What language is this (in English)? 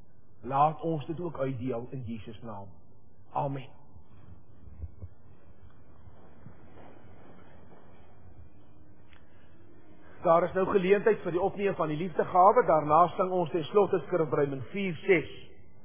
Afrikaans